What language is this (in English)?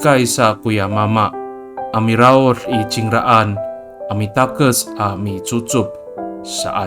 Amis